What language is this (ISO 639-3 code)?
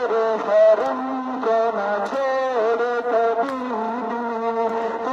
kas